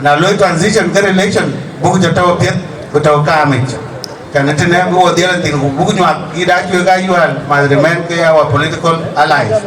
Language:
Dinka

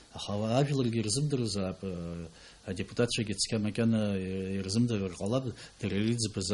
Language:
Abkhazian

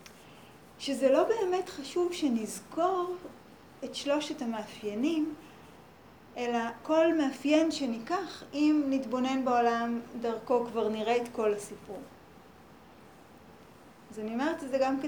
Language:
Hebrew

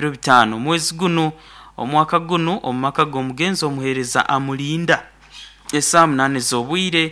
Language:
Nyankole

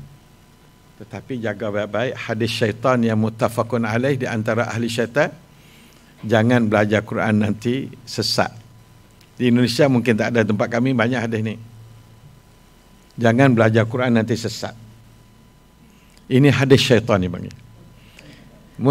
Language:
Malay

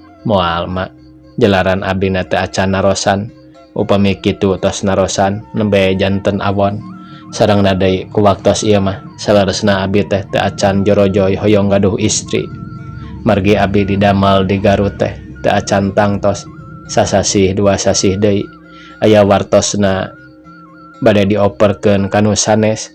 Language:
Sundanese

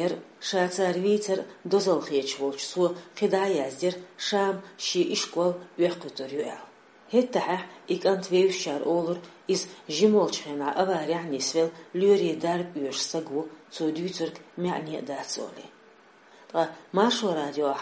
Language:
Chechen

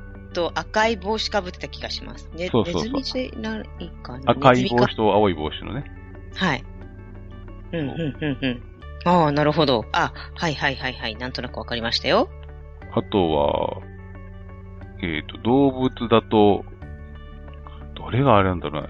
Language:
Japanese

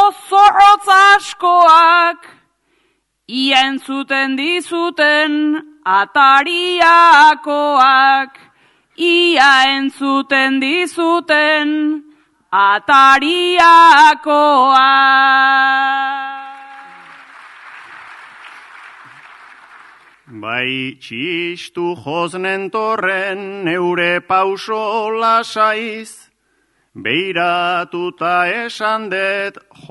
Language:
Basque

